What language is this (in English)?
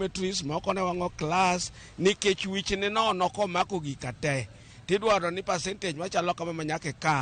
Luo (Kenya and Tanzania)